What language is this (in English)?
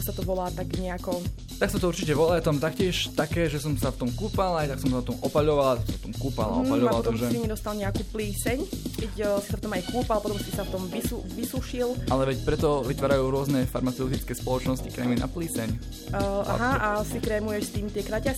Slovak